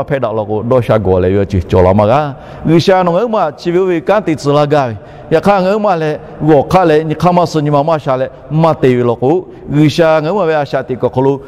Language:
Lahu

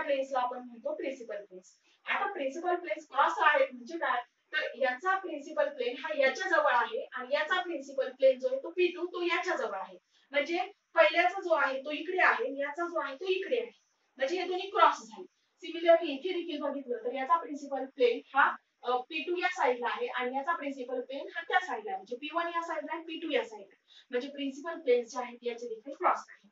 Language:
Marathi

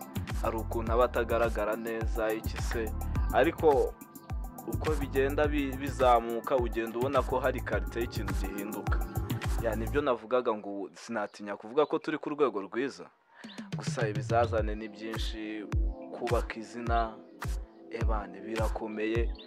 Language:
Kinyarwanda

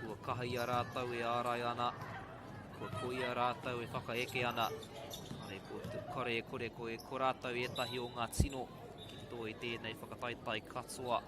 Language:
Māori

